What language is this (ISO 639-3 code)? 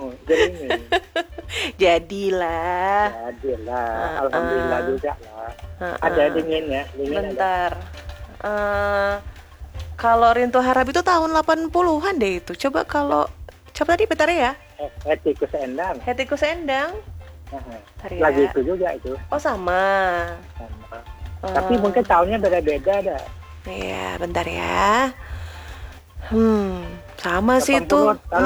ind